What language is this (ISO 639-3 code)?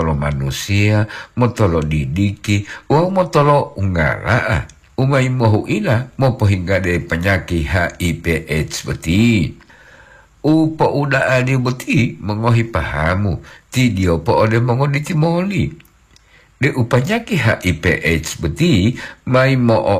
gor